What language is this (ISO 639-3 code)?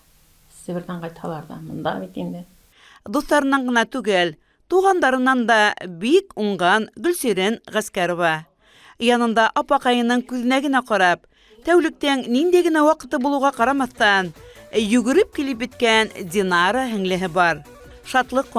bak